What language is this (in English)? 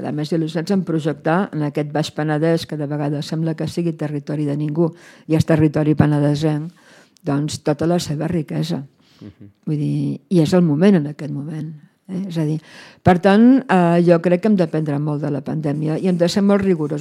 Catalan